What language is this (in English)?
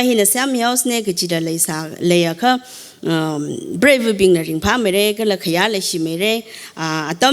Tangkhul Naga (India)